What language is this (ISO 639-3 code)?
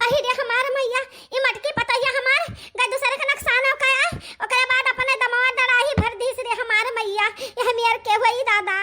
awa